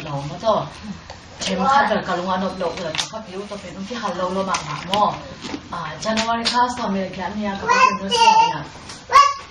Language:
Tedim Chin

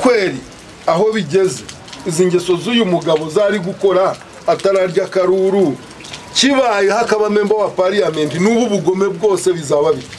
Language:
Nyankole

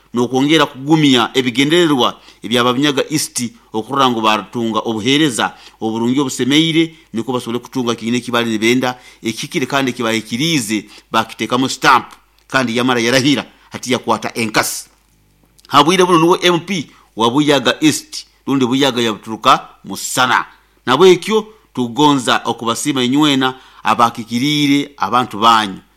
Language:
Nyoro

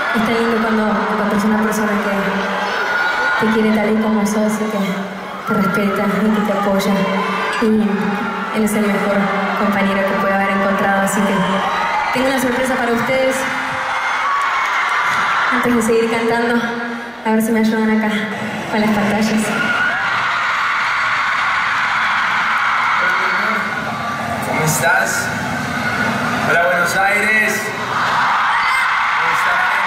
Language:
Spanish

